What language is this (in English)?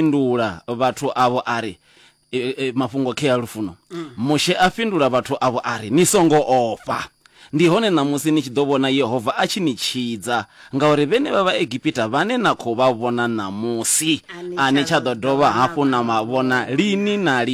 Venda